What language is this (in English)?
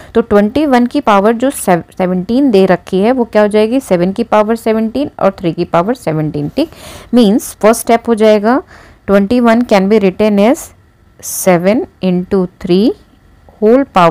Hindi